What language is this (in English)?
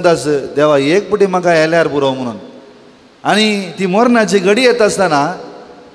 Konkani